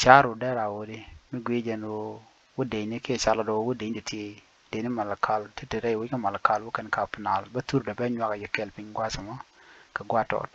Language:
Nuer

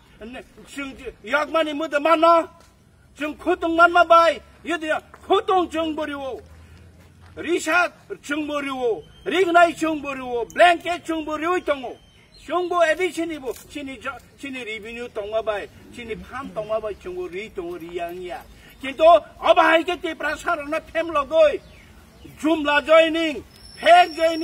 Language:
Kok Borok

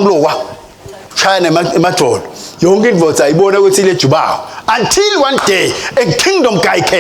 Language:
Swati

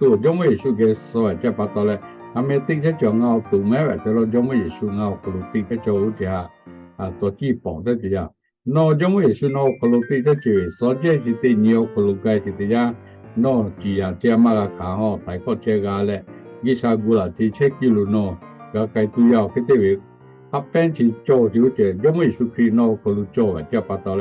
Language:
Lahu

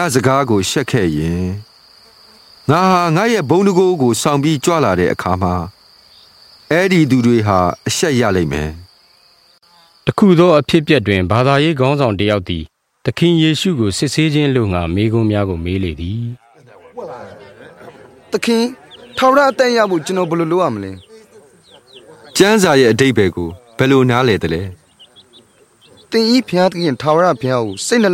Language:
Burmese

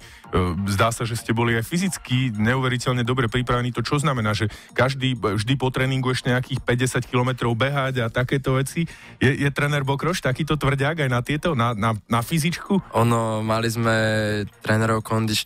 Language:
Slovak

